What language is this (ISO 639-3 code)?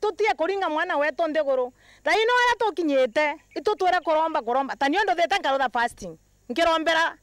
mer